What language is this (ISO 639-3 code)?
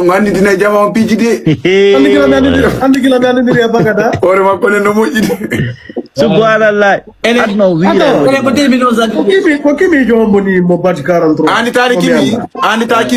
ful